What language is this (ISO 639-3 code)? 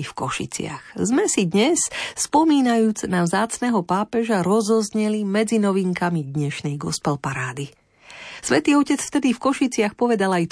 slk